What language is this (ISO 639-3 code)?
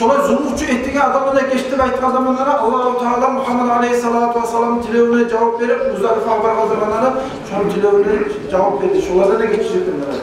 kum